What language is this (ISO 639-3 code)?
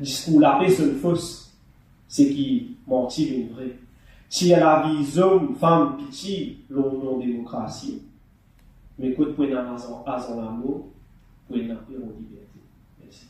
mfe